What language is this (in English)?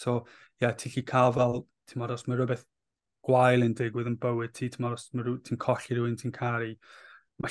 Welsh